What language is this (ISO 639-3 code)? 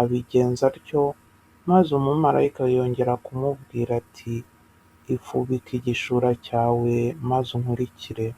kin